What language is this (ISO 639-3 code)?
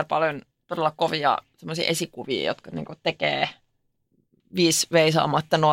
fin